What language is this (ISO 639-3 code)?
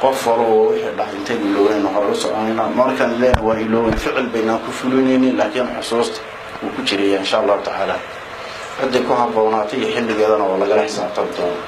som